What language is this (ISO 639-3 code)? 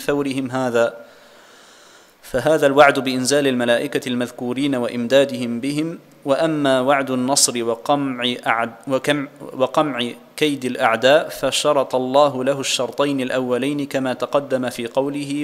ara